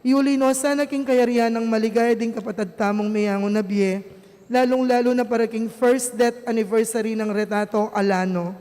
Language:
Pampanga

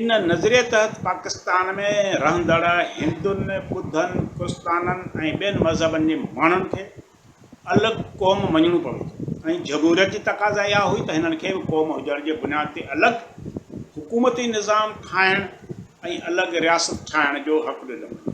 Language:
Sindhi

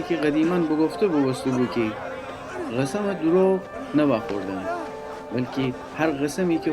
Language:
Gilaki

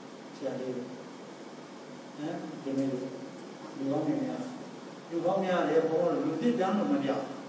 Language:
Burmese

